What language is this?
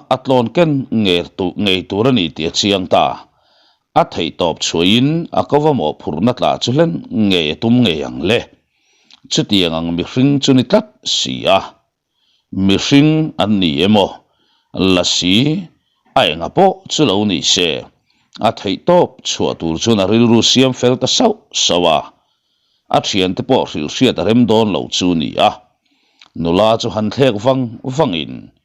Mizo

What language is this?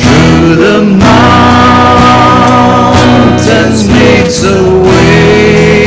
Tangkhul Naga (India)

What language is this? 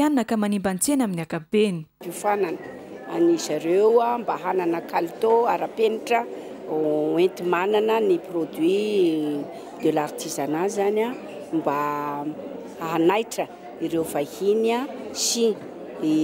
Malagasy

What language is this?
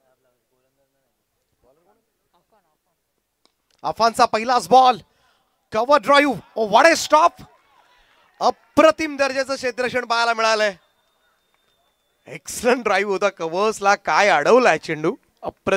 Marathi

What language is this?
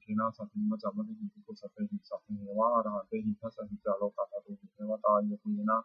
Pali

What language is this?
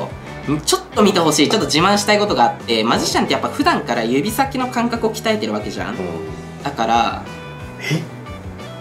Japanese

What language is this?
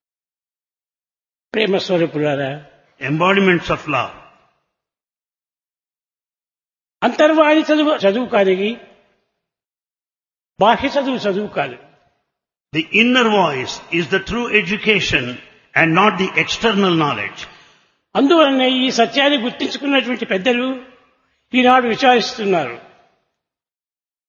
Telugu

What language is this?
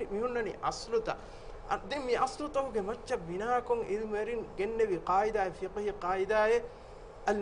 Divehi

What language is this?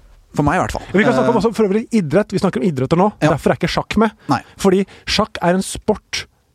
Norwegian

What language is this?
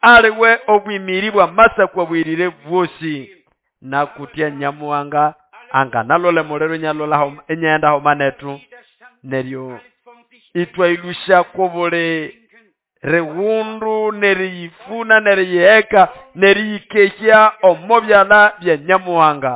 Nande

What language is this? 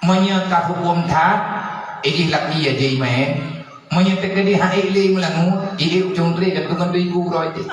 Achinese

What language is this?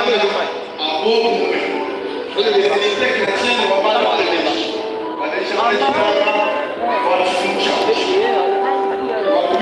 Luba-Lulua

